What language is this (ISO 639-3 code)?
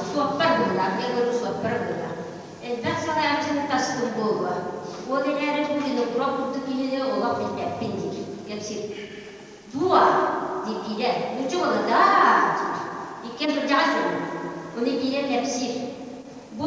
sah